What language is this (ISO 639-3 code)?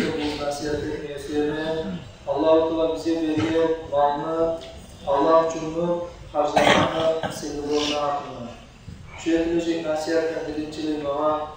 kum